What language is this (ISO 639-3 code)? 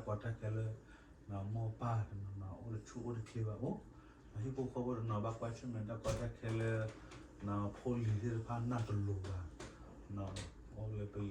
ksw